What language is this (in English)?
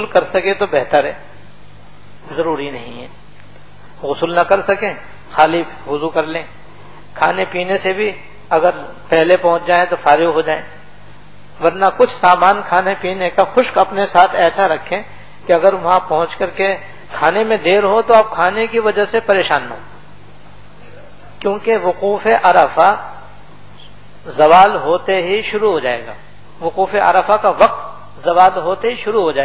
Urdu